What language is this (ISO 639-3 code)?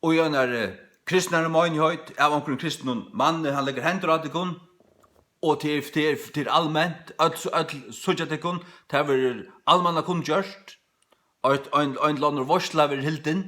fao